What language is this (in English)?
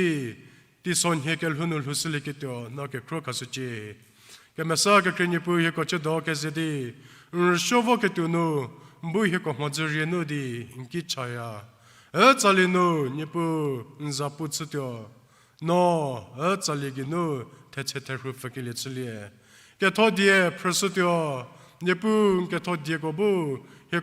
Angami Naga